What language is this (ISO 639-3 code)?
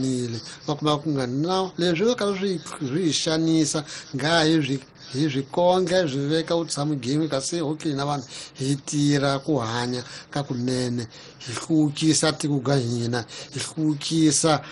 tso